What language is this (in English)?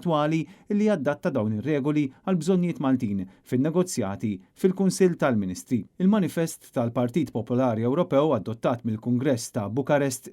Maltese